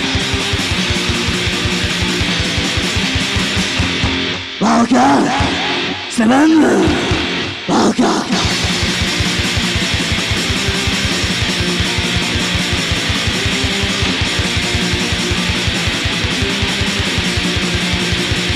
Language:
Czech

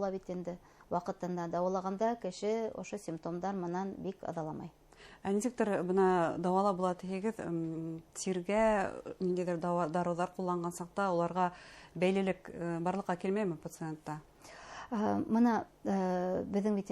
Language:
Bashkir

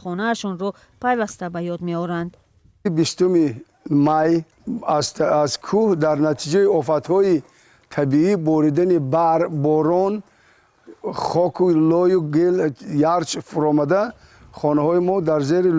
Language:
Tajik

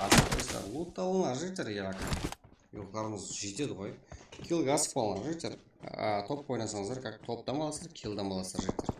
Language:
Kara-Kalpak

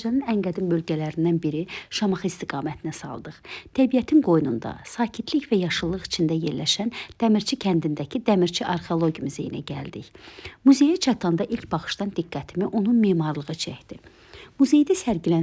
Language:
Azerbaijani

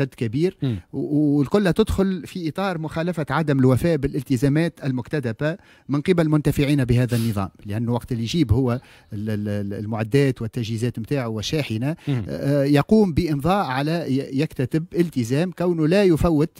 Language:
Tunisian Arabic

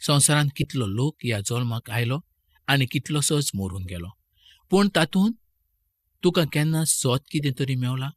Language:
Konkani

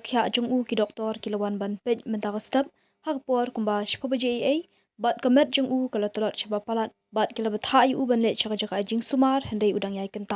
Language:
Khasi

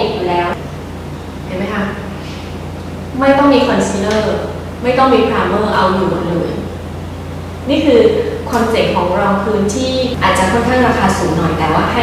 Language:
Thai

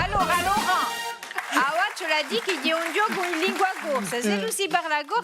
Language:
Corsican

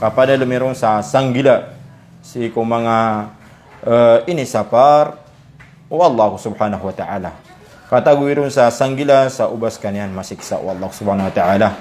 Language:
Maranao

